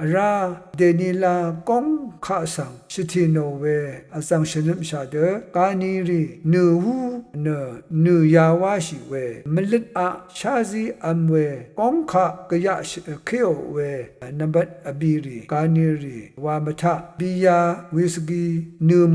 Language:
Rawang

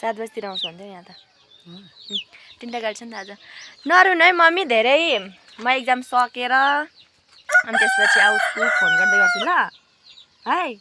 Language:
Nepali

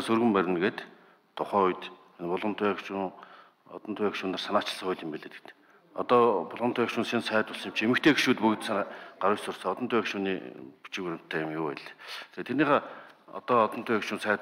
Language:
Mongolian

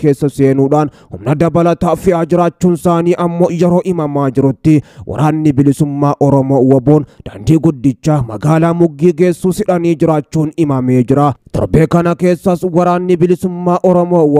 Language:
Oromo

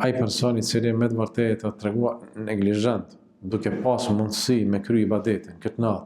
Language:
Albanian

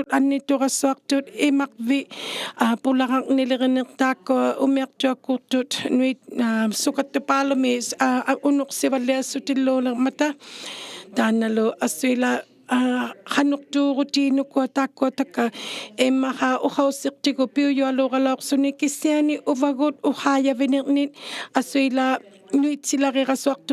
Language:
Inuktitut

